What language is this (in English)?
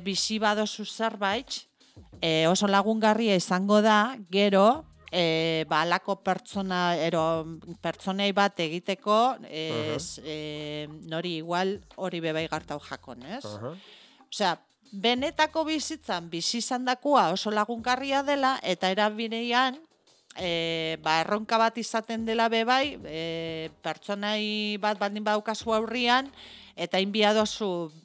Basque